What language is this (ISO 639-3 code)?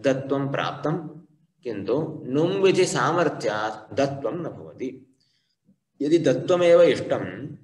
san